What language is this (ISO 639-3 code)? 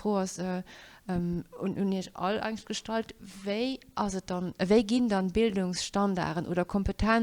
ltz